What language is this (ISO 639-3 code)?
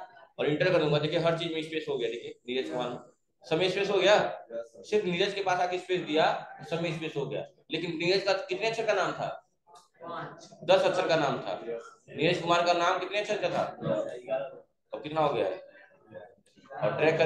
hin